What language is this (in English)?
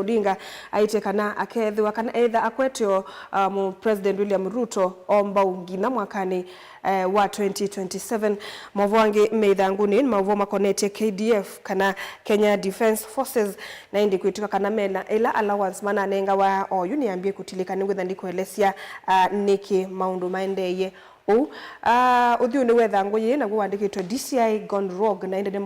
Kamba